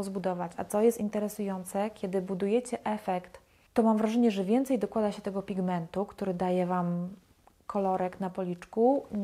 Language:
Polish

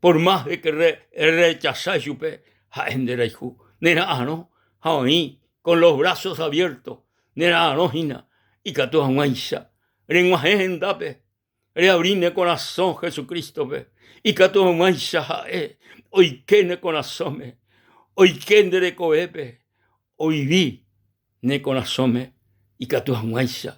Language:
Guarani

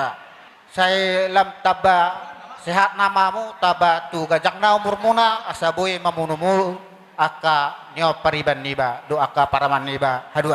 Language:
Batak Toba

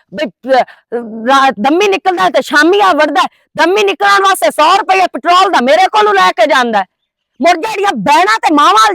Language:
Western Panjabi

